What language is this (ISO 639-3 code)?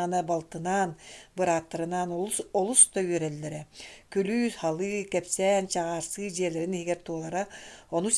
sah